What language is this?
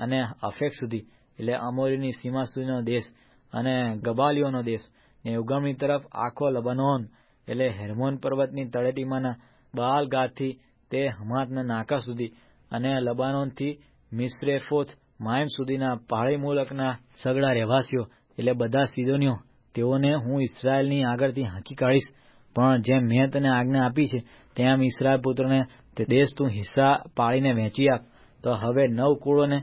Gujarati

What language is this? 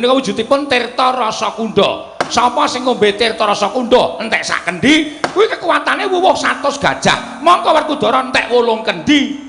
Javanese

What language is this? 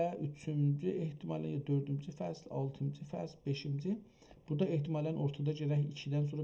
South Azerbaijani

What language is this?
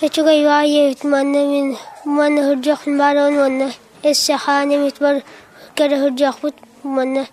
Yakut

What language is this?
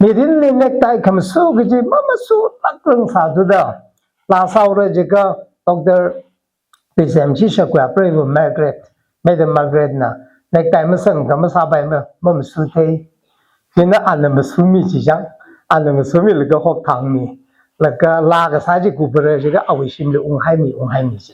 Tangkhul Naga (India)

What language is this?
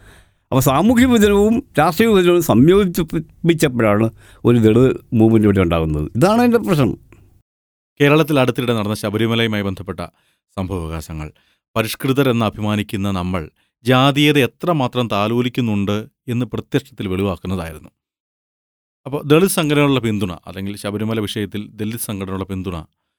Malayalam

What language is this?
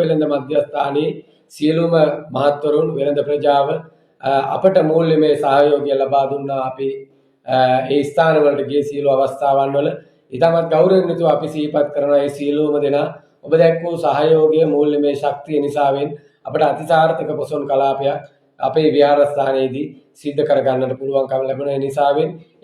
Sinhala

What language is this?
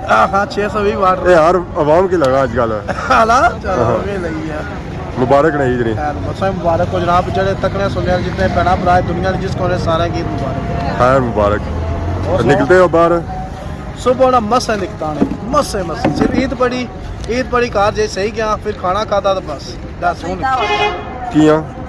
Pahari-Potwari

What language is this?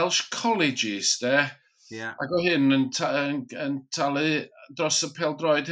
Welsh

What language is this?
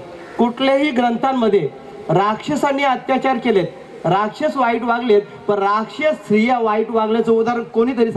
Marathi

